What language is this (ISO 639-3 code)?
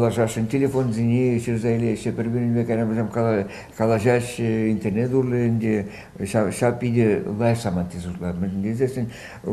chv